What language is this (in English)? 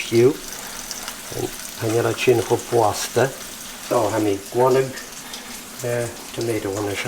Scottish Gaelic